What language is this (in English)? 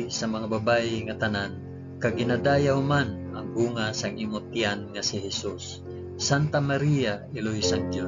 Hiligaynon